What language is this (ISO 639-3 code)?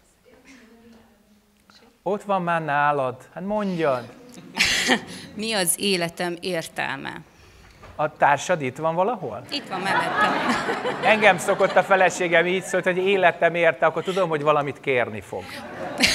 hun